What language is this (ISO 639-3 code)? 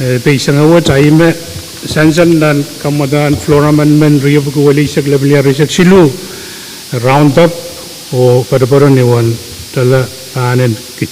pon